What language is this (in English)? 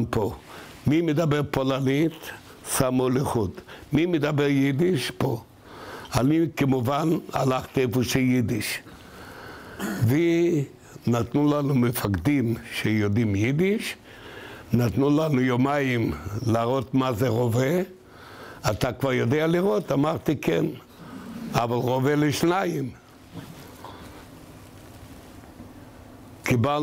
Hebrew